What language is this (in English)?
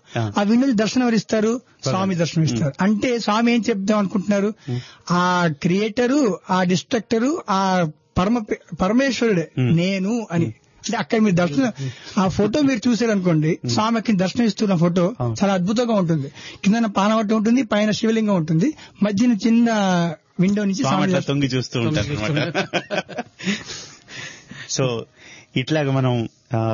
Telugu